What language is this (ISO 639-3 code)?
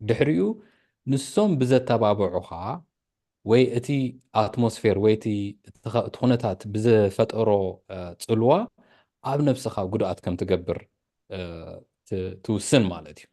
tir